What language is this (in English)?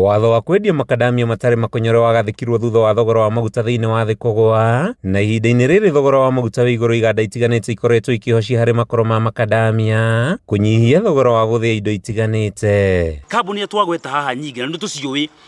Kikuyu